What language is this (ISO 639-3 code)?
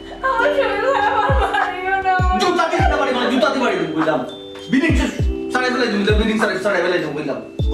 syl